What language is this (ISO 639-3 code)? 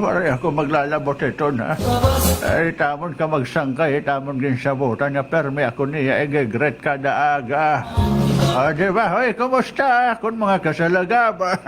war